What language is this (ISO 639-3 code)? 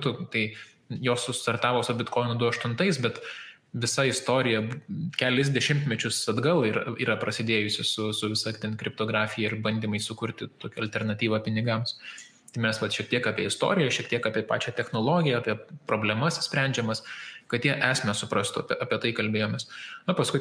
lit